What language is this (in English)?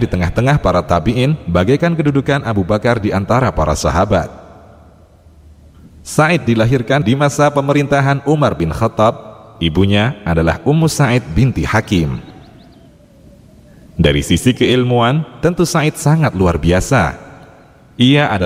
Indonesian